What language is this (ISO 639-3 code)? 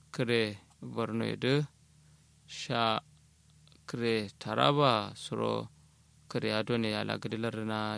kau